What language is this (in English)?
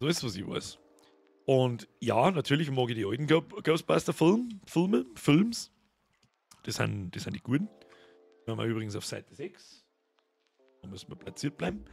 Bavarian